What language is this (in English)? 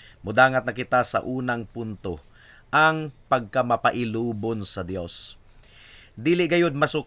Cebuano